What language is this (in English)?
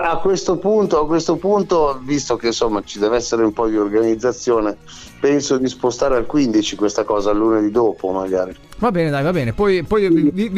Italian